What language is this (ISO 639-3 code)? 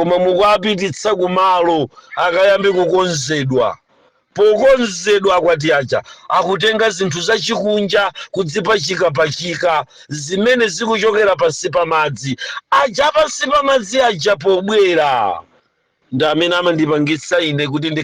nya